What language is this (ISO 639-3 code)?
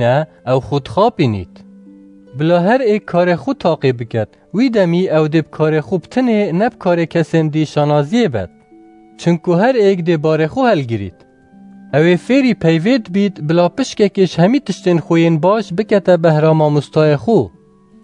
kur